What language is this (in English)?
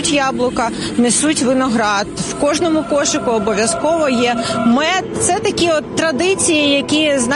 Ukrainian